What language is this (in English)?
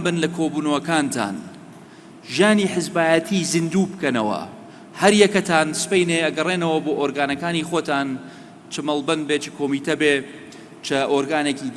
Central Kurdish